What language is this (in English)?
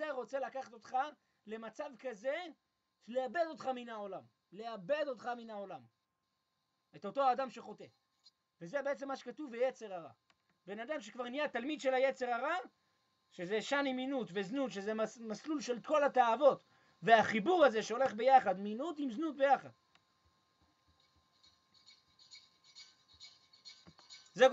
Hebrew